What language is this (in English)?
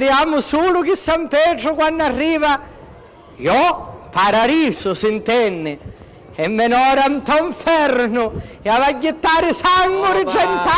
Sicilian